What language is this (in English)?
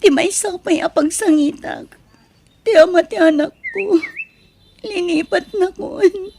Iloko